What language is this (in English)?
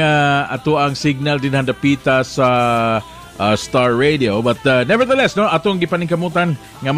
Cebuano